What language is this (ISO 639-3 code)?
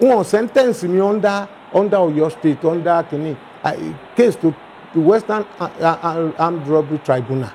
yor